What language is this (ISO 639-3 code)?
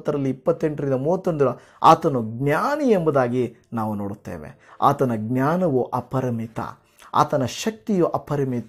kan